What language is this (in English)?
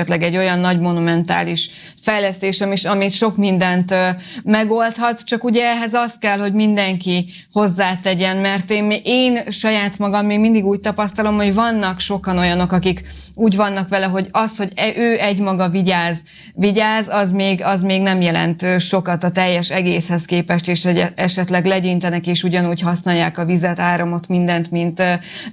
Hungarian